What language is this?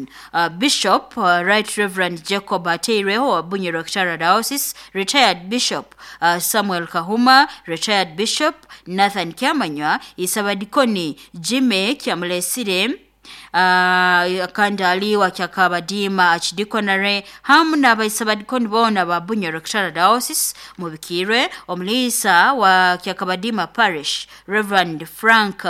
Nyoro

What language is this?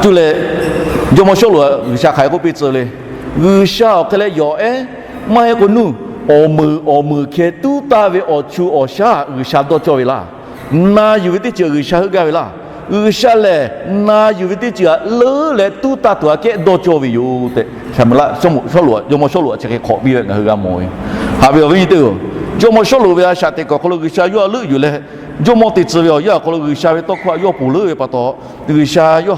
Lahu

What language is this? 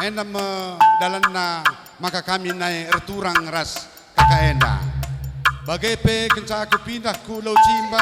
Batak Karo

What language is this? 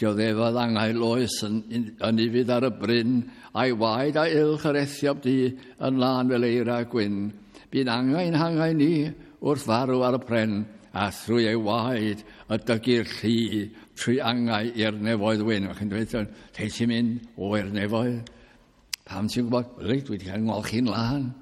Welsh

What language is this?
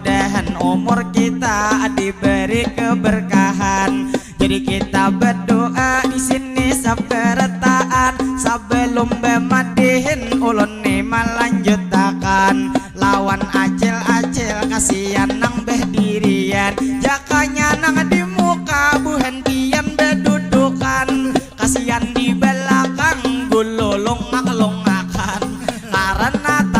Banjar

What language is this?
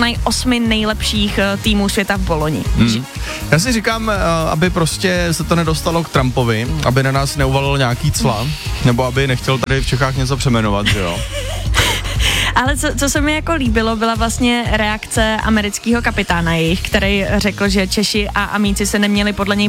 Czech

